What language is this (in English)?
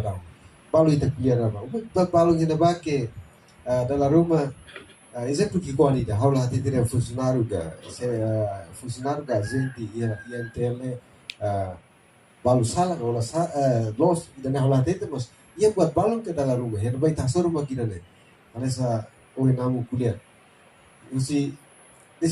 Tetum